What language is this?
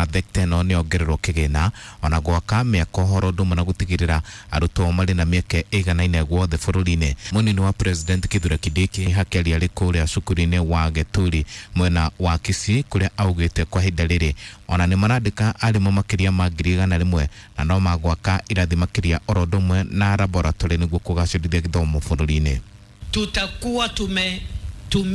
Kikuyu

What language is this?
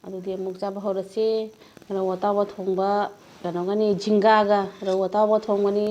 Manipuri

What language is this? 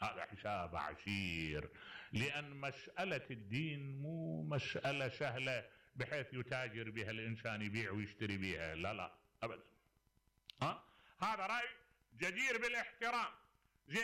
Mesopotamian Arabic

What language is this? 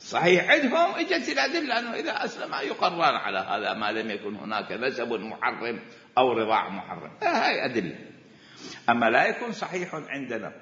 Mesopotamian Arabic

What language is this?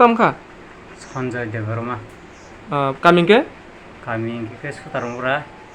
Kok Borok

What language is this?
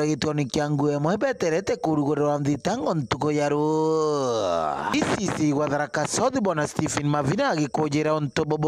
Meru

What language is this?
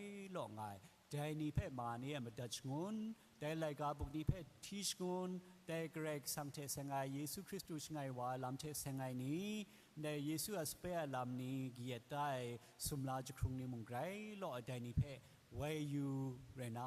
Kachin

